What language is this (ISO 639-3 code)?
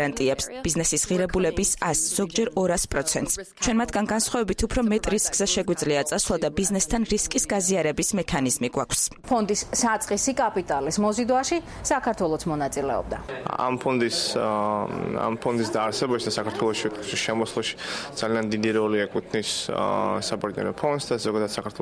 kat